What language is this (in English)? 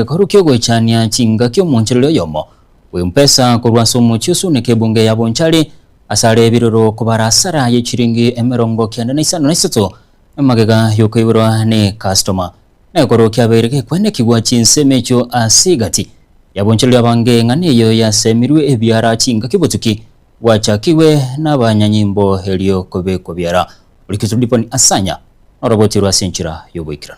Gusii